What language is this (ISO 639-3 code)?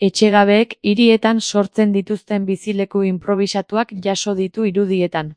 eus